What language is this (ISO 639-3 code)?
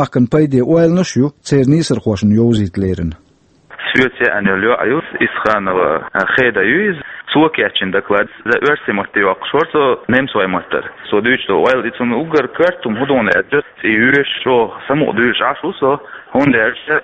che